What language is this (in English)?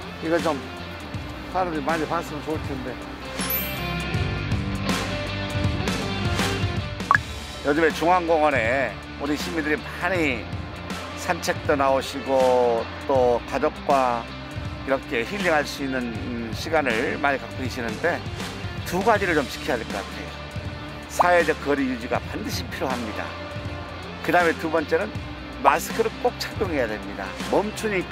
Korean